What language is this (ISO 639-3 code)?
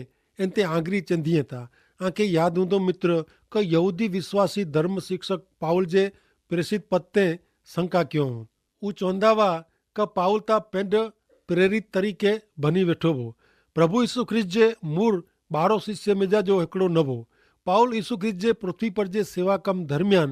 kfr